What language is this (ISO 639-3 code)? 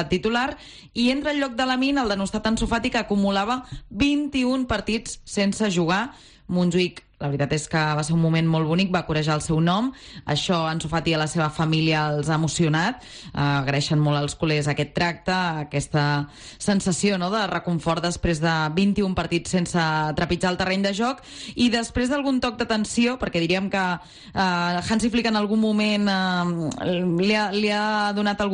cat